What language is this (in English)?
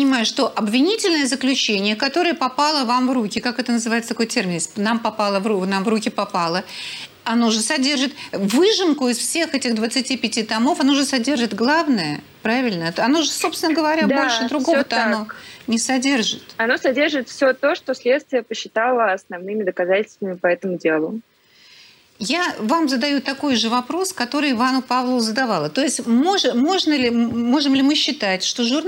Russian